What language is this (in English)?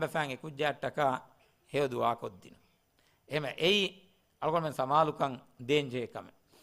Divehi